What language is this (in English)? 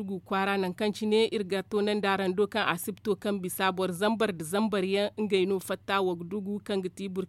Zarma